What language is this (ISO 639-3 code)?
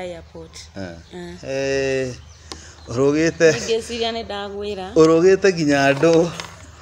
kik